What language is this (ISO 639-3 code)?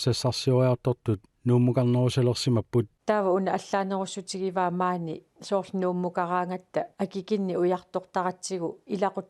kal